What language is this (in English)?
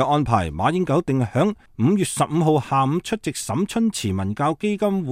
Cantonese